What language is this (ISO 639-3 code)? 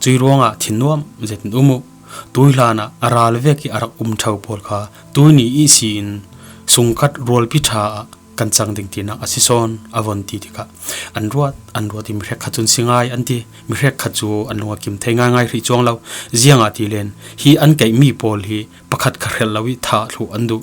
cfm